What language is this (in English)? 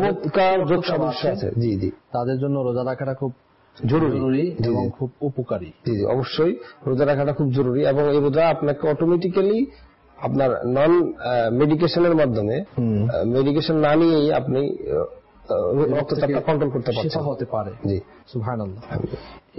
Bangla